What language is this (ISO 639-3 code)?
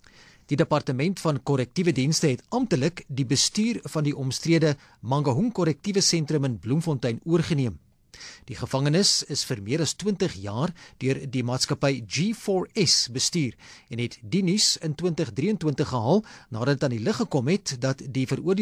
afr